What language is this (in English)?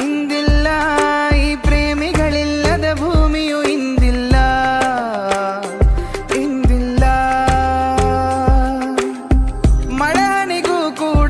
Kannada